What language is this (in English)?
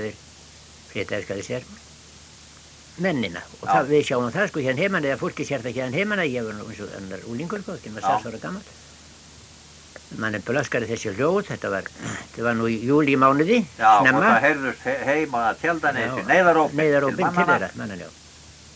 Icelandic